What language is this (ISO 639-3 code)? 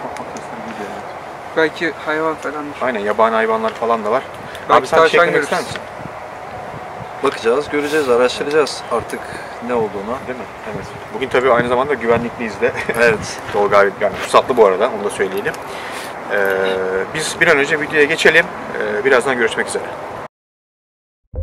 tur